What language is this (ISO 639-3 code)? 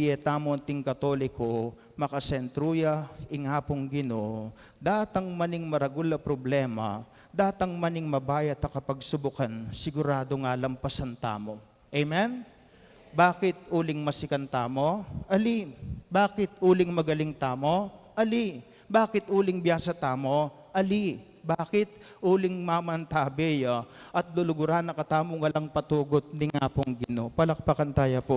pam